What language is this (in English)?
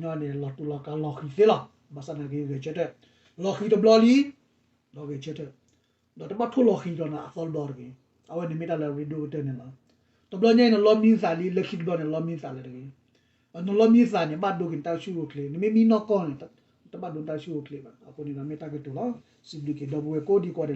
S'gaw Karen